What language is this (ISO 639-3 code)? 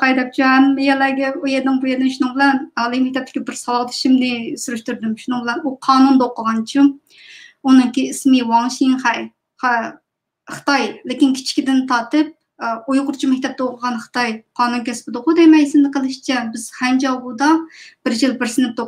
uig